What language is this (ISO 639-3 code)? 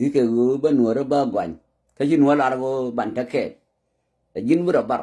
nus